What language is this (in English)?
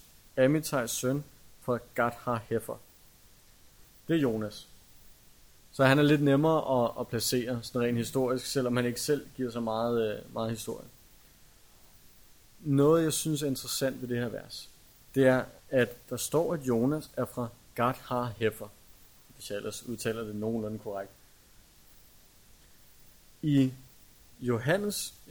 Danish